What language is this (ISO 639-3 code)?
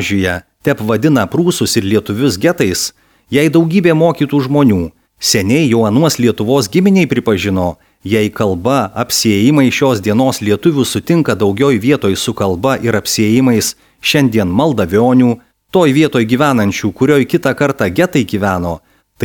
lit